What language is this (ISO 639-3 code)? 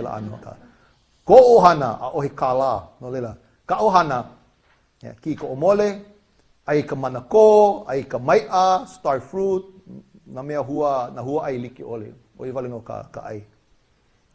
haw